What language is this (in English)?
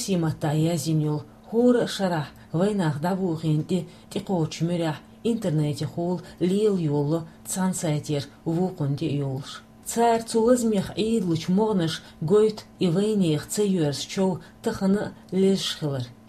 Chechen